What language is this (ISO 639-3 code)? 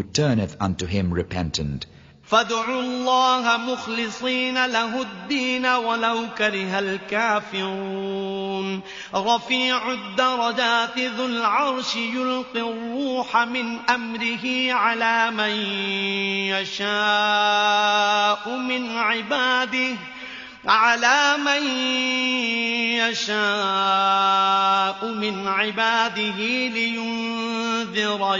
ara